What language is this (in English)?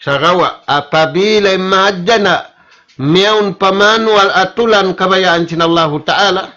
Tausug